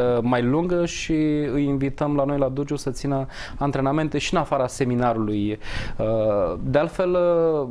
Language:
Romanian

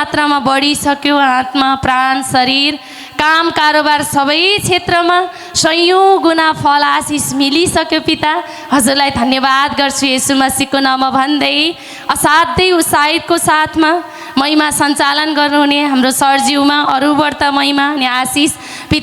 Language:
Nepali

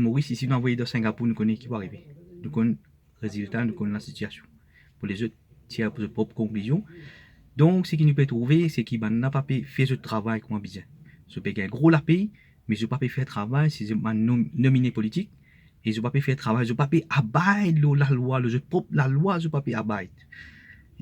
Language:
Morisyen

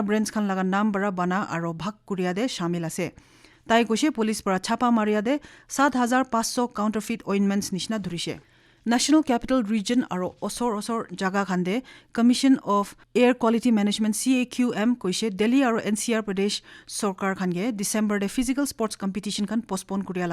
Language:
Naga Pidgin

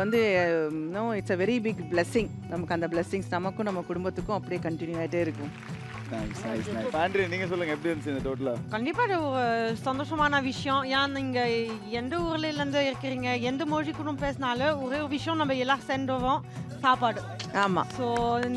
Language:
Tamil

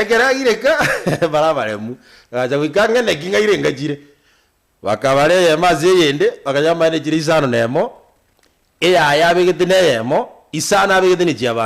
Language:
Gusii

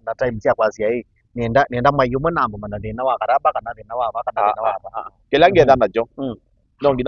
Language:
Kamba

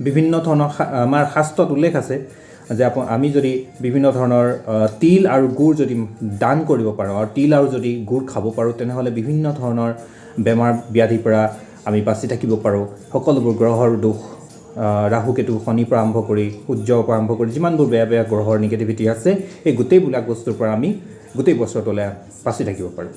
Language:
Assamese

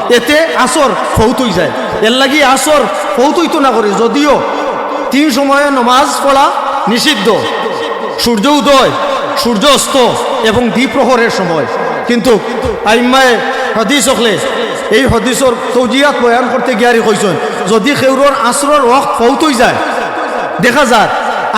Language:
Sylheti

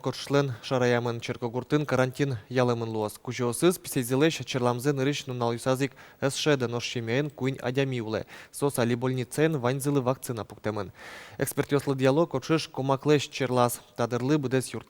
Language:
Udmurt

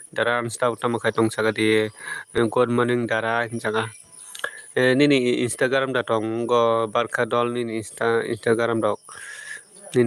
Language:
Kok Borok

